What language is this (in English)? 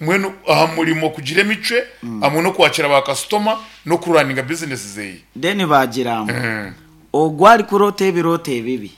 Nyankole